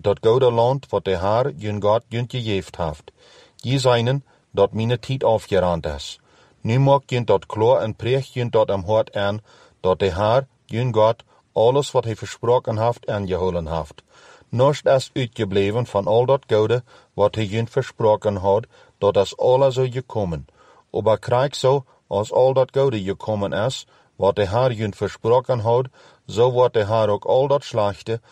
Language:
Plautdietsch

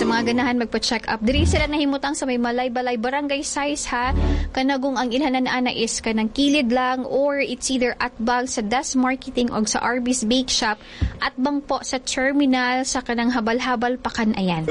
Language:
Cebuano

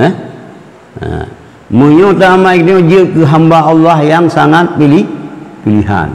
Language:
Achinese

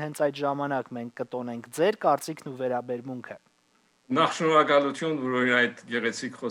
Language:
Western Armenian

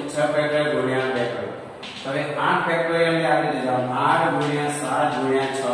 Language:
Gujarati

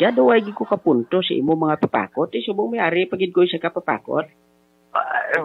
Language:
Hiligaynon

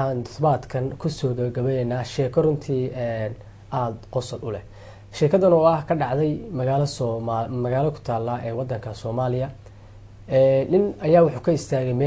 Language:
Somali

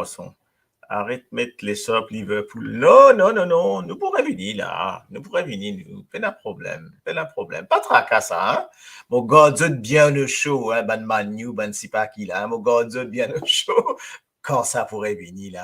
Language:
Morisyen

